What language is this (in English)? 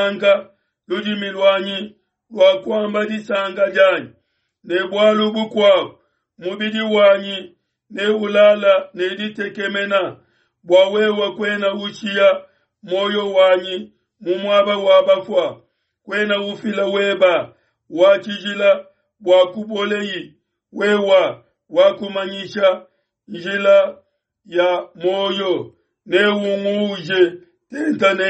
Luba-Lulua